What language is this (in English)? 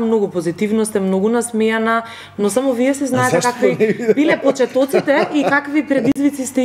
Macedonian